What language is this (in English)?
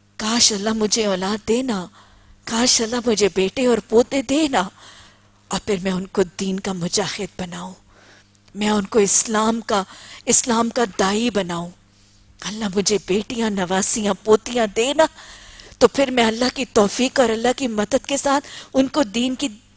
Urdu